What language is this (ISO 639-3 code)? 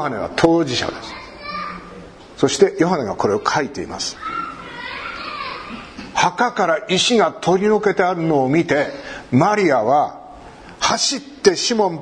jpn